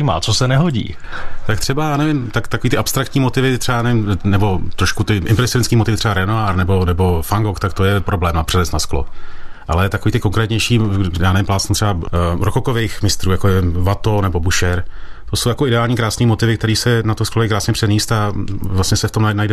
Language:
Czech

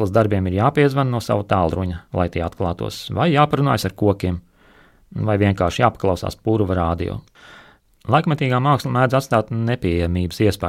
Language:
Latvian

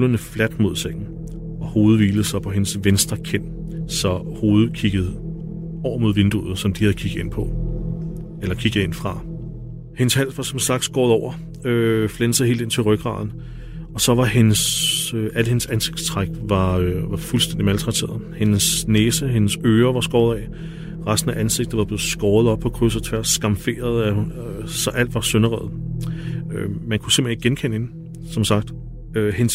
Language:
Danish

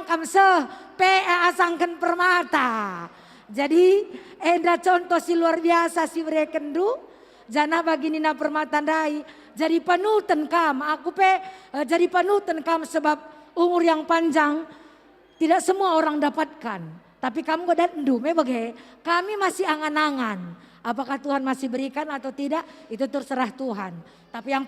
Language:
Batak Karo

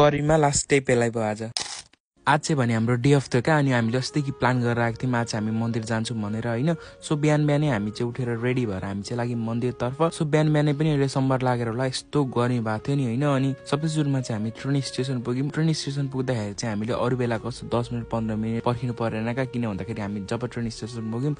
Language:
Nepali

